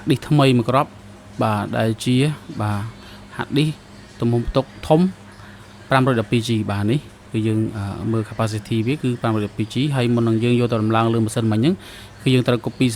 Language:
Khmer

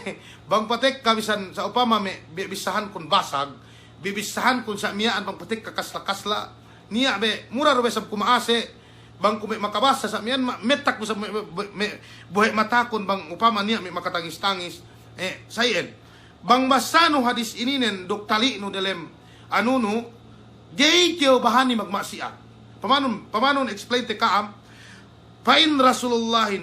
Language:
Yakan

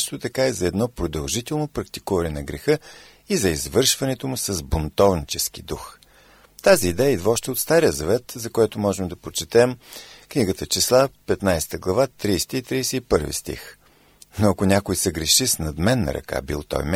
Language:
Bulgarian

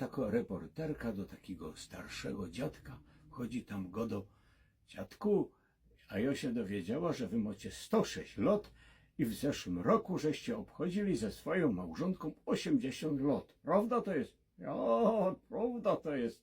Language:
Silesian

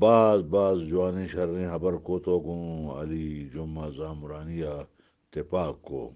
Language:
Eastern Balochi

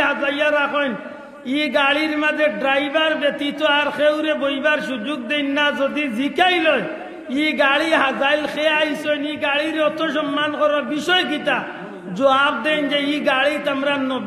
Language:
Sylheti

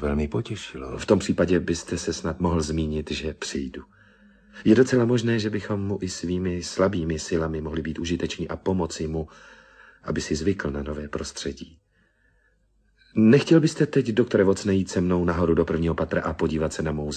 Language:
Czech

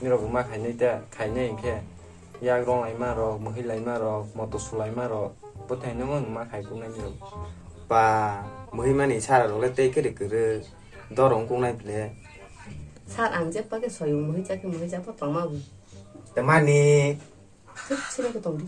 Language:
Kok Borok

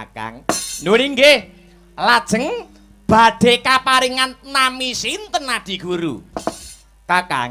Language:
Javanese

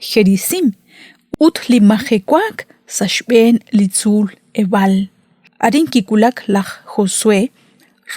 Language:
Kekchí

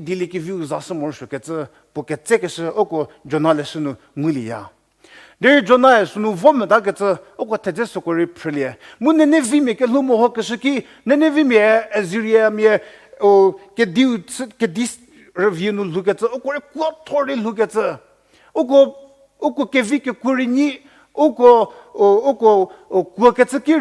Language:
Angami Naga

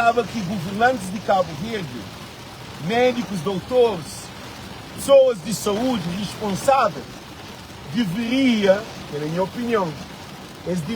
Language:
Kabuverdianu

